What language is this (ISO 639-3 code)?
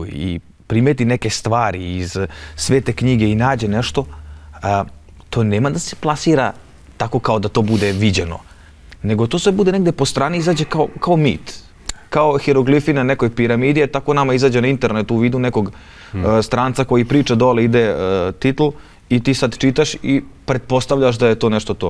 srp